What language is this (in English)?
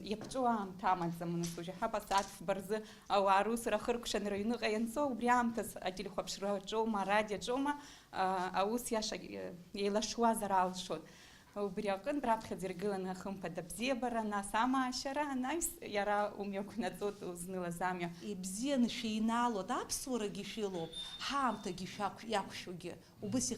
Abkhazian